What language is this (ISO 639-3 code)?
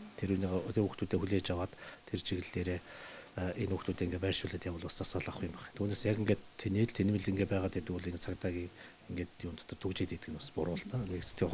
mon